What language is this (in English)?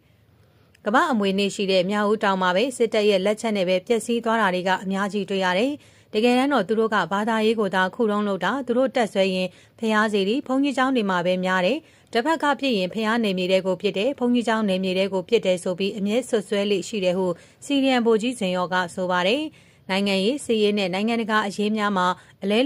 Burmese